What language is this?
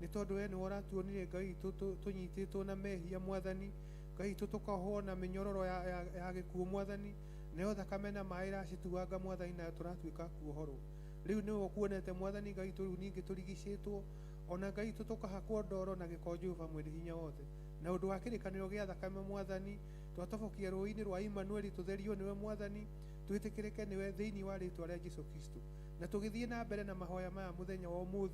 Kikuyu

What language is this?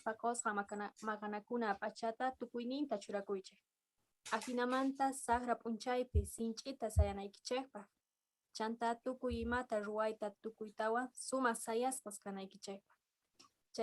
South Bolivian Quechua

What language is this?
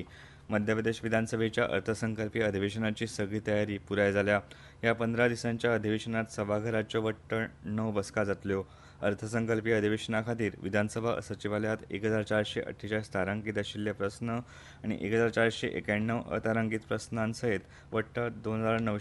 Konkani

